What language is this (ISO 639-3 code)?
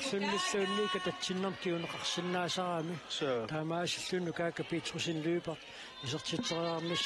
kal